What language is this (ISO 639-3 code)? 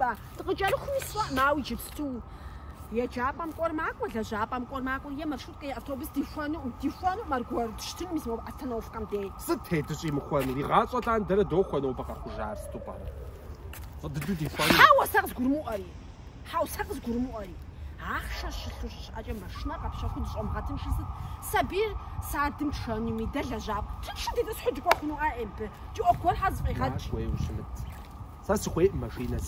kbd